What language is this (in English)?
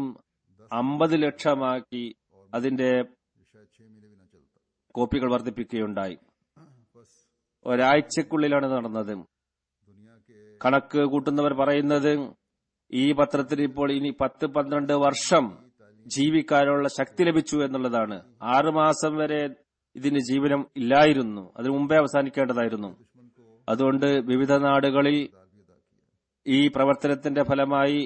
Malayalam